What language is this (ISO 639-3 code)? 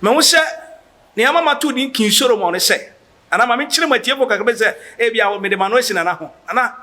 aka